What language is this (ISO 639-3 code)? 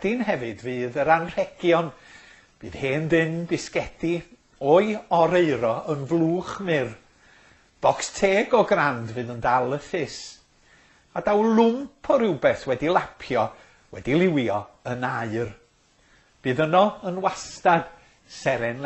cym